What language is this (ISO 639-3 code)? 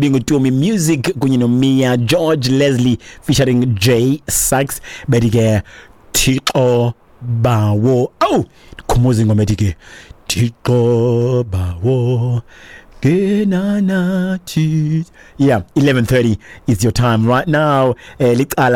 xho